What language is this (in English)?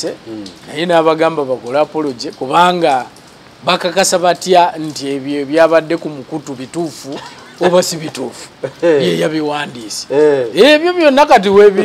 Ganda